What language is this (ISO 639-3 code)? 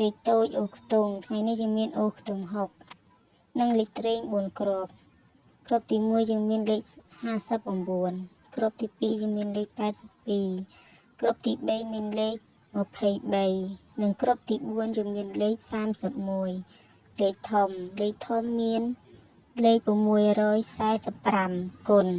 khm